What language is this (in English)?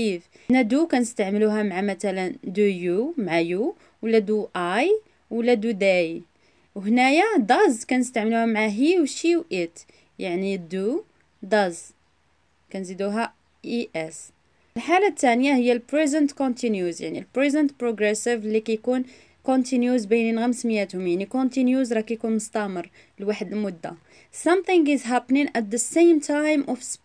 Moroccan Arabic